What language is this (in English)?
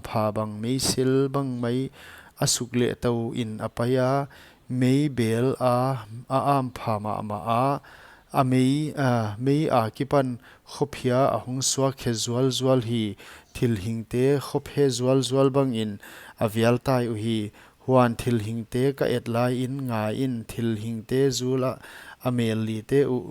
Paite Chin